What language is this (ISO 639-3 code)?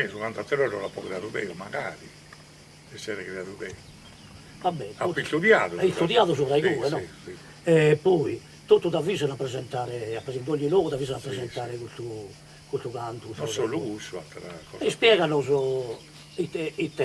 srd